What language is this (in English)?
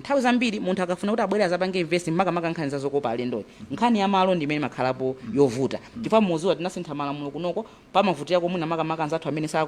Nyanja